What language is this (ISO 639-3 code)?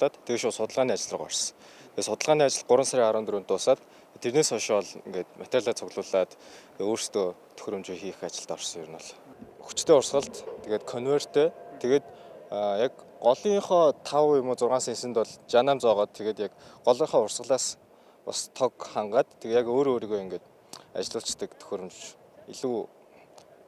mon